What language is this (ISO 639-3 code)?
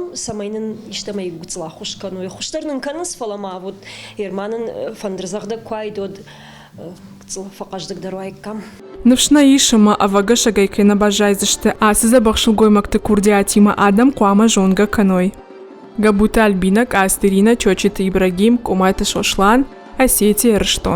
oss